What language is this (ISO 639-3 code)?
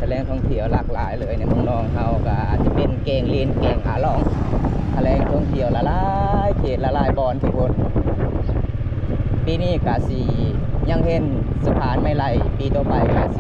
lao